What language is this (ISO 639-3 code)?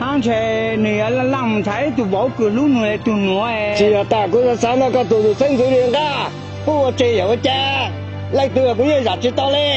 hmn